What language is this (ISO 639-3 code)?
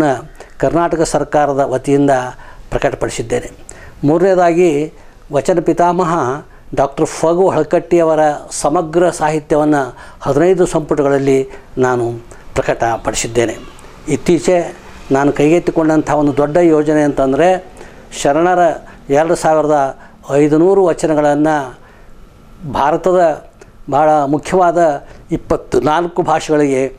kan